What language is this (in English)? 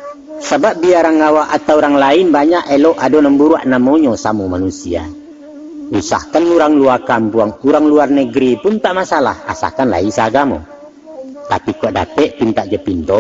Minangkabau